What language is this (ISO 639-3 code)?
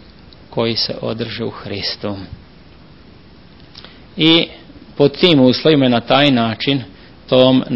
srp